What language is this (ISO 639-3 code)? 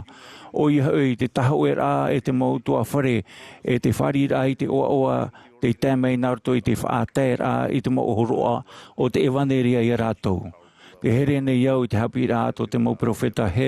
tah